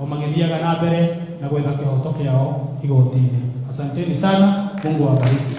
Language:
Kikuyu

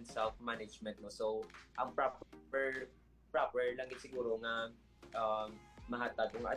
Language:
Hiligaynon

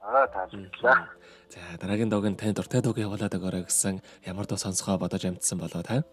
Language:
Mongolian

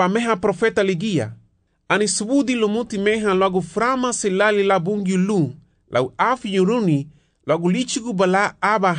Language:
Garifuna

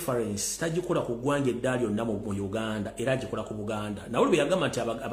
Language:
Ganda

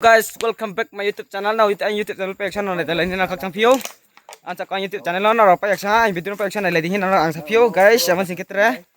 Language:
Riang (India)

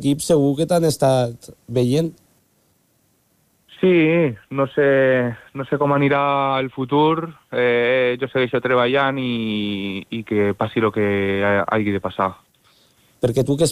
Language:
Catalan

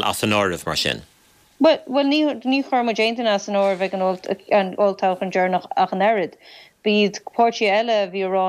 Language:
Irish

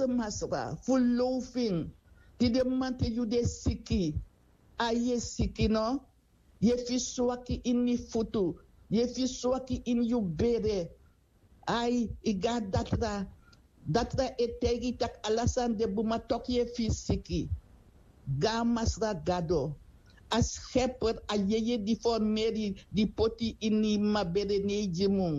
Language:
Sranan Tongo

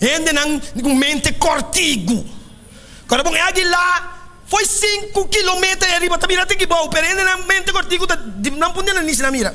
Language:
Papiamento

